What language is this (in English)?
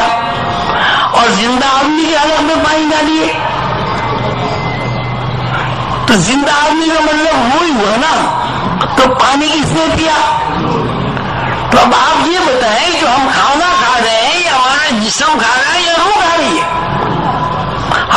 Urdu